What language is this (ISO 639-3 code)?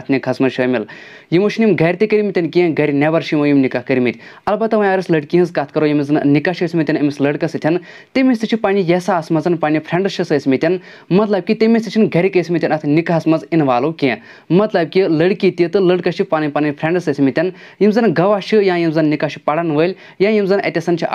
kas